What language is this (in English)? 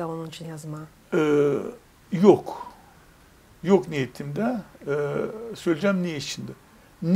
Gagauz